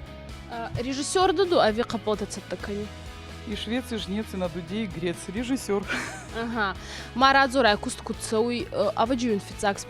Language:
Ossetic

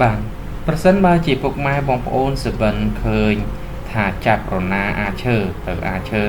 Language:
Khmer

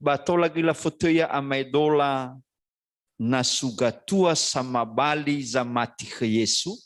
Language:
Nias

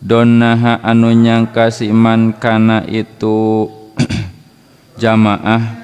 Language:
Sundanese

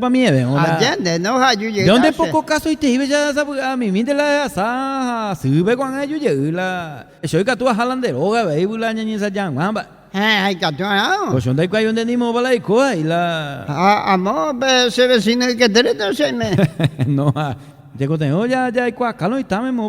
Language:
Guarani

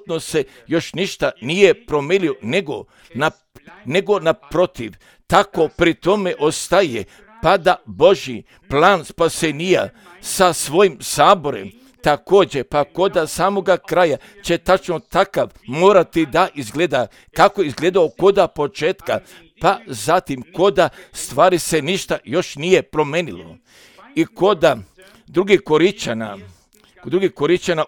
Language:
Croatian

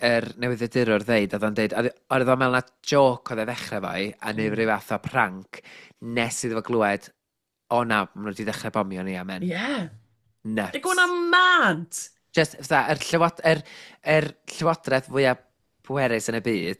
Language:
Welsh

